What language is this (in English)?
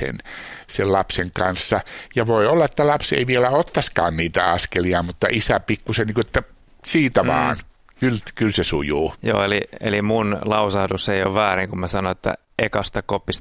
Finnish